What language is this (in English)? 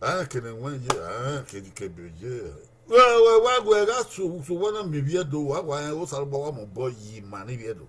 Bini